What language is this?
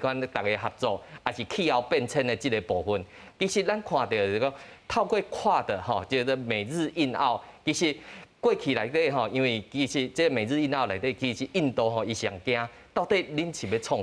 Min Nan Chinese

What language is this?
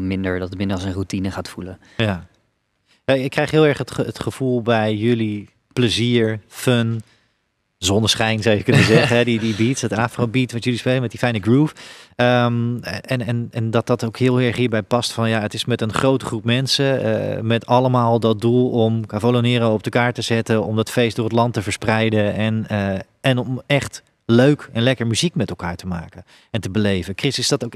Dutch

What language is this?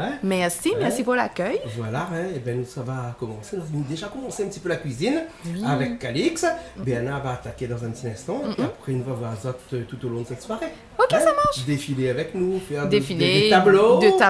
Réunion Creole French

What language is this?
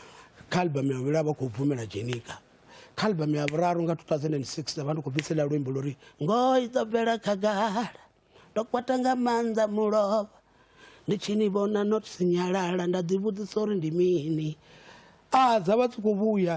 Venda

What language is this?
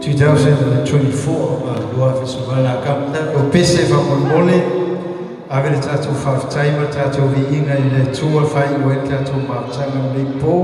Samoan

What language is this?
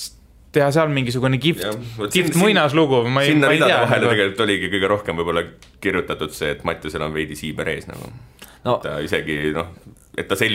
Estonian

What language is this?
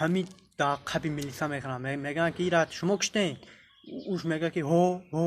Tajik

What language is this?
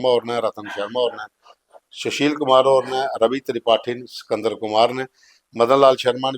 Dogri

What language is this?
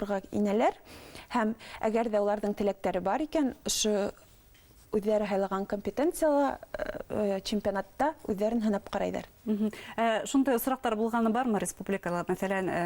Bashkir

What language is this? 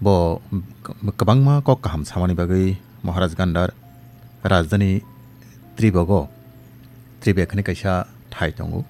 Kok Borok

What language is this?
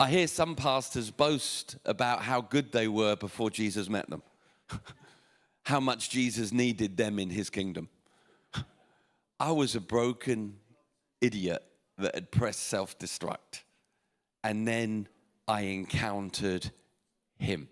English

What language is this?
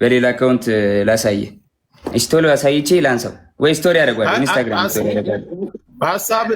Amharic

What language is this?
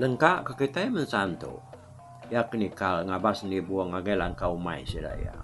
Iban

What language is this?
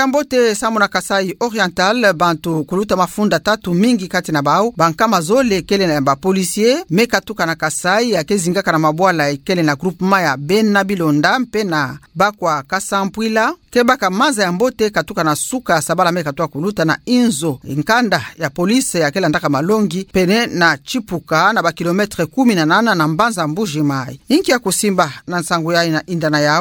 Kituba (Democratic Republic of Congo)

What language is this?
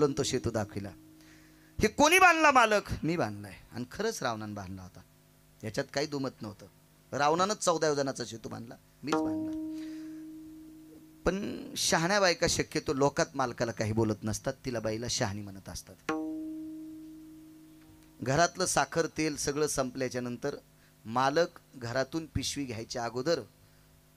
Marathi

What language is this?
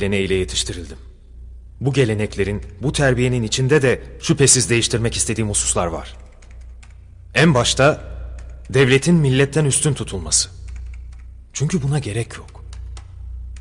Turkish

